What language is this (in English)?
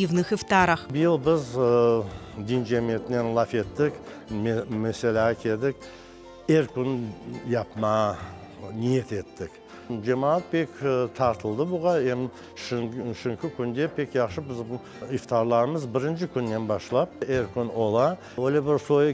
Crimean Tatar